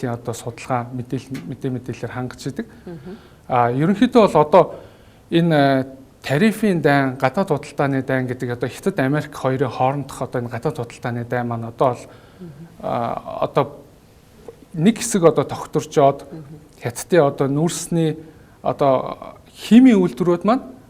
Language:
Mongolian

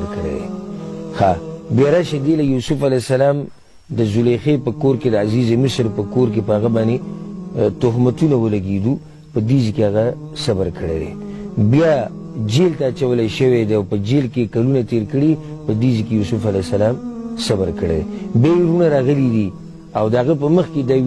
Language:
Pashto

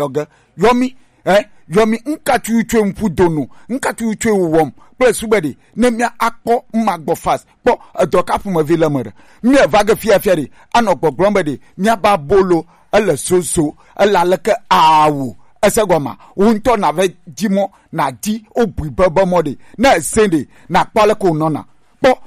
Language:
Gen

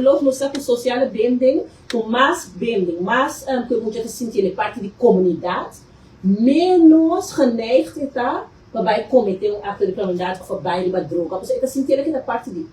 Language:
Papiamento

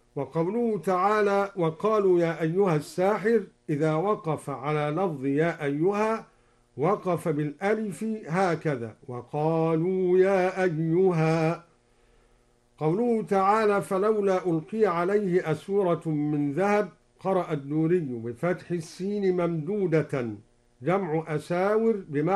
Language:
Arabic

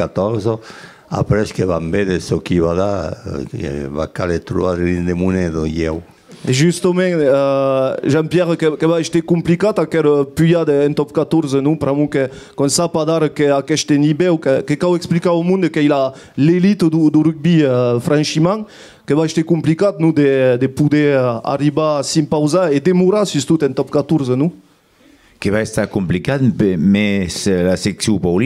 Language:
Occitan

